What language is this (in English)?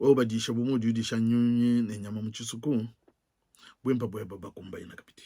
Luba-Lulua